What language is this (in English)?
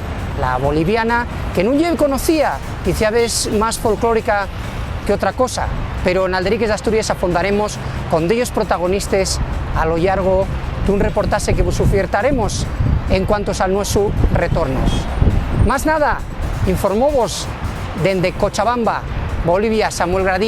Asturian